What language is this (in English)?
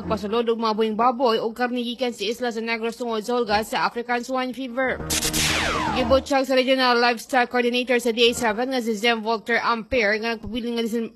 Cebuano